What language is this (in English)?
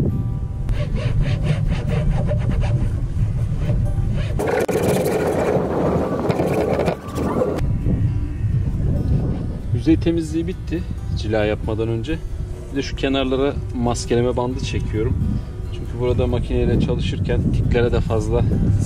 Turkish